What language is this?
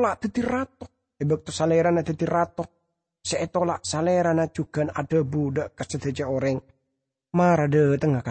Madurese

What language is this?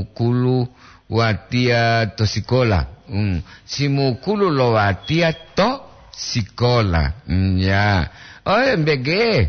Gorontalo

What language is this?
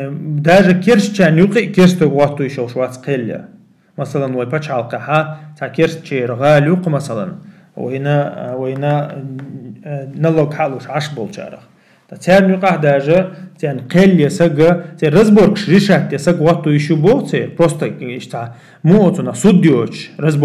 Chechen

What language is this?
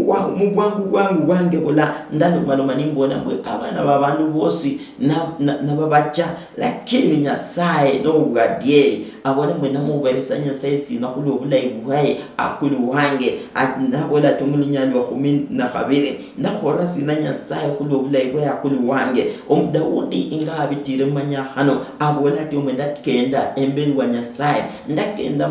Luyia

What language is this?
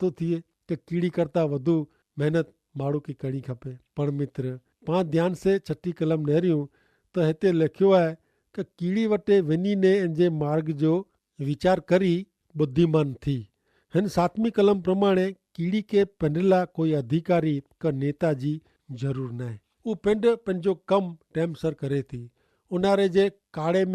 Kachhi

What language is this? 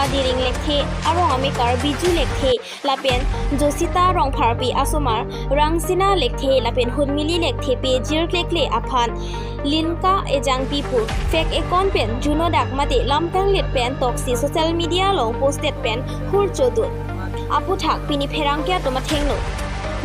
Karbi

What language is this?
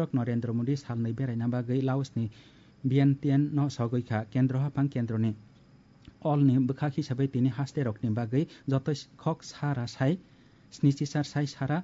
Kok Borok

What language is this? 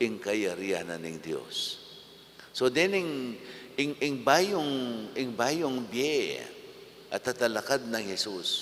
Pampanga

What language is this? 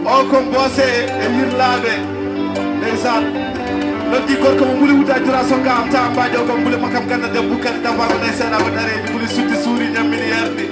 Fula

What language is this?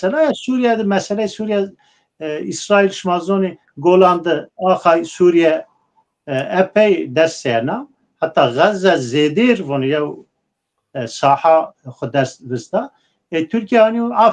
Zaza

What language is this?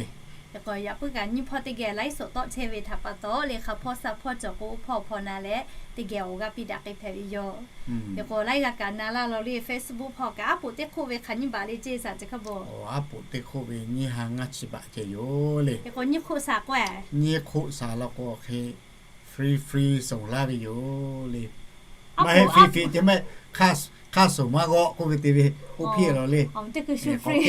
Lahu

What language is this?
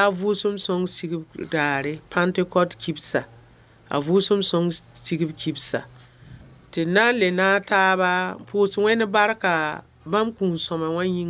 Mossi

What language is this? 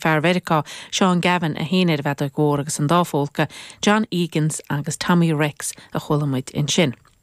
Irish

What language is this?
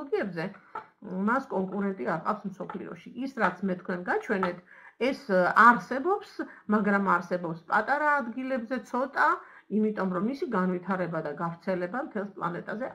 Georgian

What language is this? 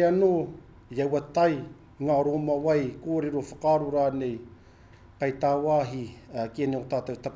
Māori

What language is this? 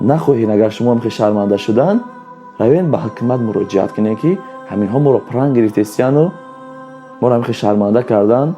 Tajik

